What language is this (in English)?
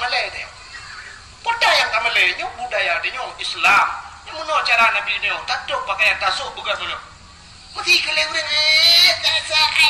Achinese